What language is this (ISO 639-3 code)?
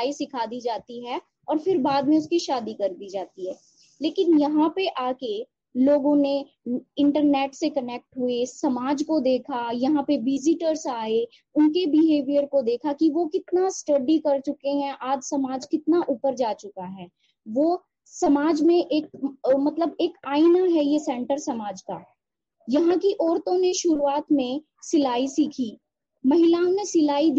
hin